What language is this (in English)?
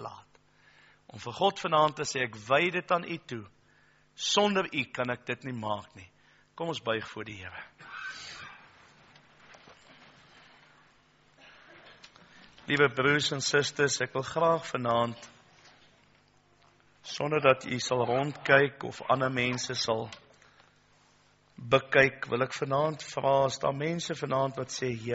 Afrikaans